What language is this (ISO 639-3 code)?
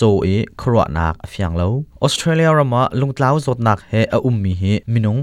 cnh